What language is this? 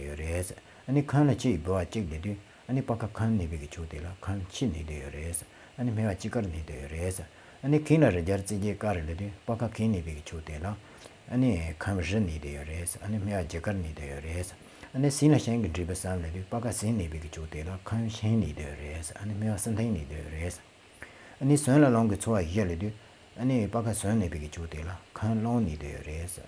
Tibetan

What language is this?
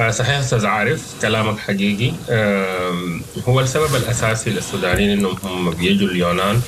Sudanese Arabic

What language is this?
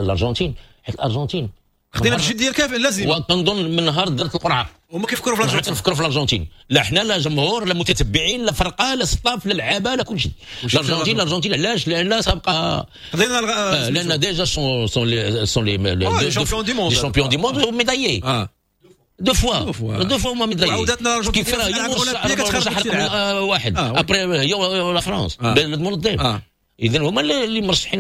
Moroccan Arabic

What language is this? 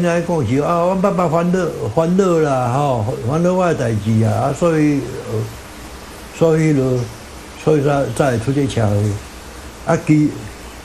Min Nan Chinese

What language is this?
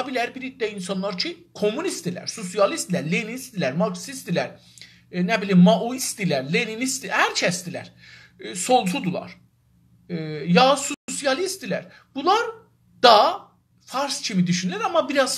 South Azerbaijani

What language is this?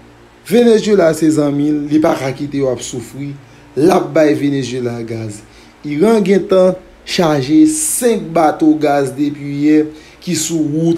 Haitian Creole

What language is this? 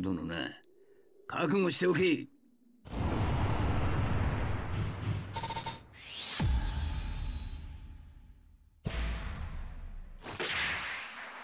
Japanese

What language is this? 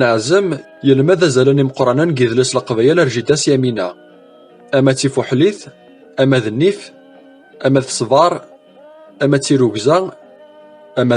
Kabyle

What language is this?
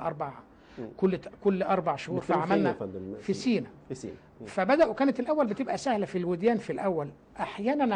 Egyptian Arabic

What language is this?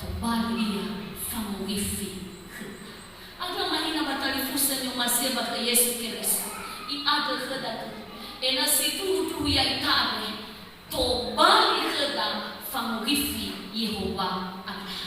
Nias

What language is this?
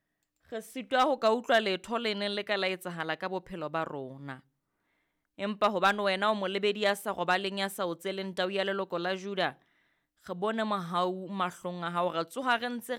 Southern Sotho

